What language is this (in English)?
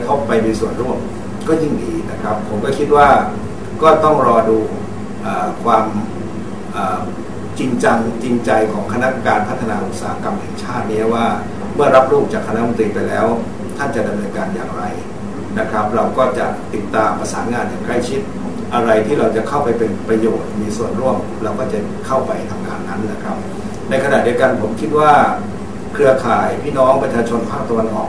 Thai